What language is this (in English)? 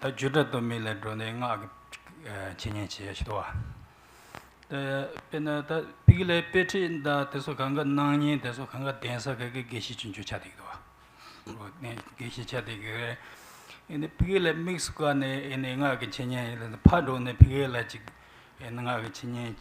Tibetan